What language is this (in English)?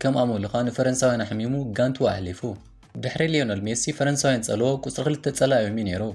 Tigrinya